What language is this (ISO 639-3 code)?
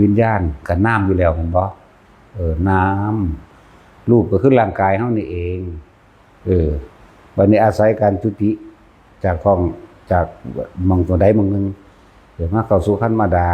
tts